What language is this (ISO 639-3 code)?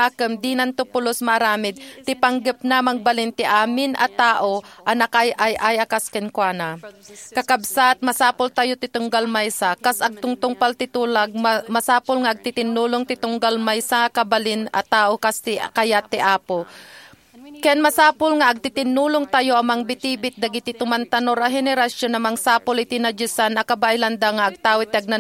ilo